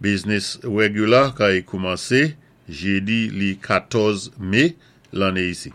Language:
Saint Lucian Creole French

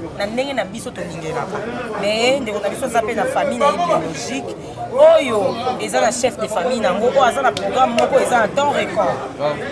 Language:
Lingala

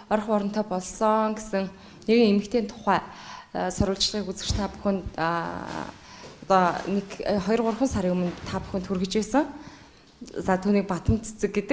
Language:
Mongolian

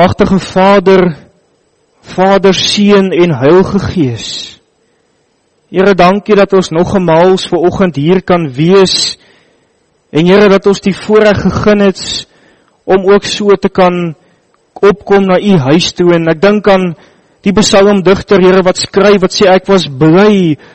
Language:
Afrikaans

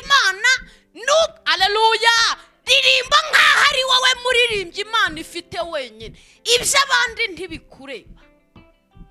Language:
Kinyarwanda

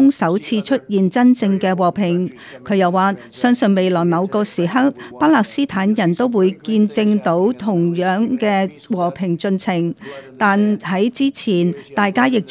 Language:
Cantonese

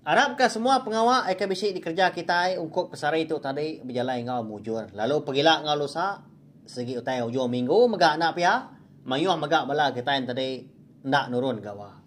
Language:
Iban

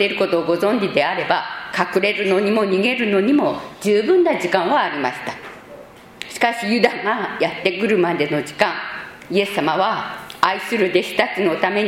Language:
Japanese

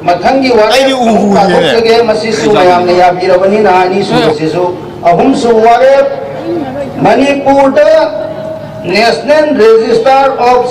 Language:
Manipuri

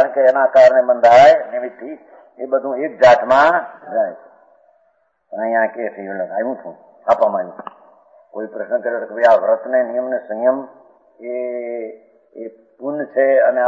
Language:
Gujarati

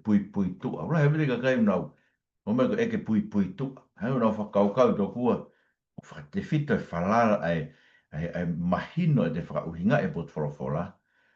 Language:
Tongan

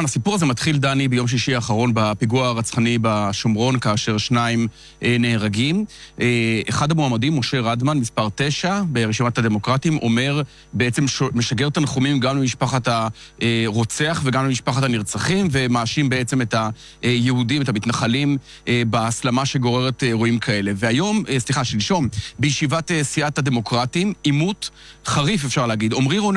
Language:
Hebrew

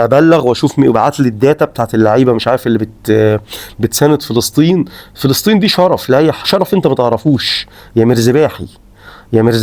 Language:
Egyptian Arabic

